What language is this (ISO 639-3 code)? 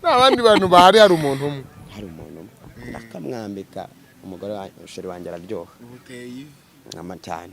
kin